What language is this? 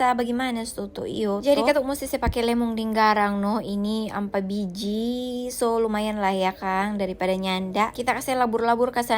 Manado Malay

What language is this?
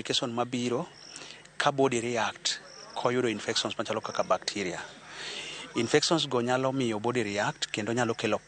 Luo (Kenya and Tanzania)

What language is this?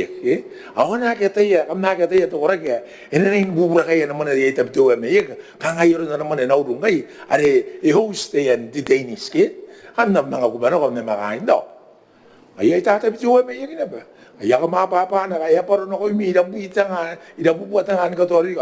Gilbertese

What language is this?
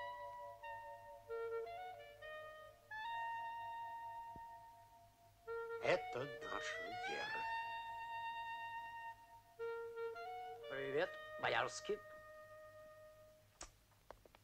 Russian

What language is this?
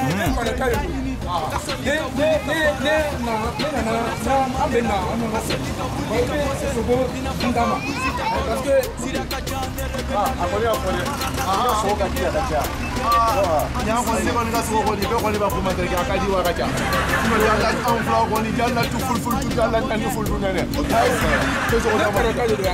French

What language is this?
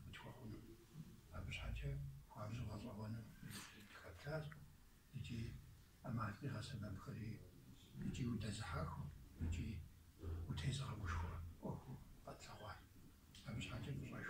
Kabardian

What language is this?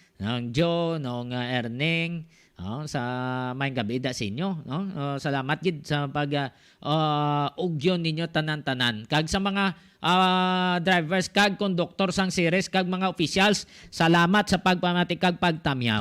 Hiligaynon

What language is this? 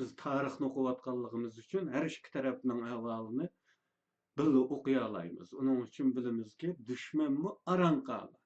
Uyghur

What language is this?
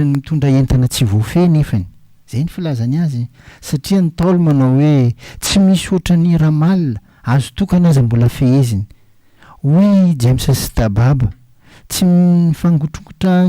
Malagasy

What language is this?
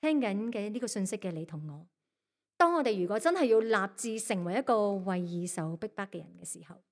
Cantonese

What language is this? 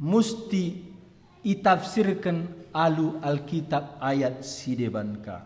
Batak Karo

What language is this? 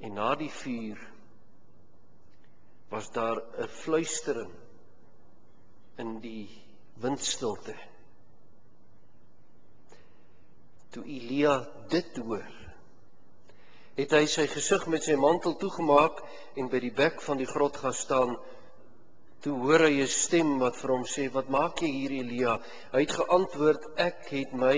Afrikaans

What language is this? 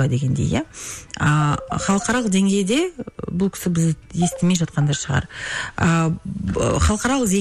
Kazakh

